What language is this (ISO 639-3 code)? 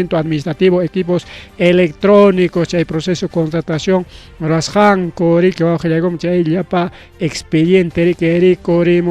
quy